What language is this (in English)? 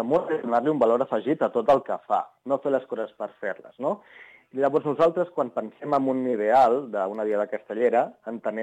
Catalan